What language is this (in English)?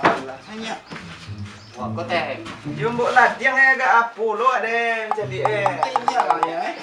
Minangkabau